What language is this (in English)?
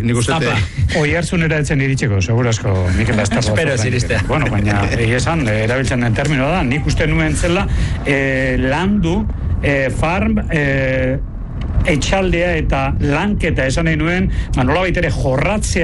Basque